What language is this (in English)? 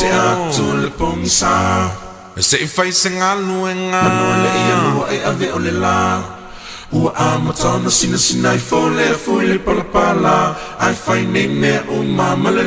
Samoan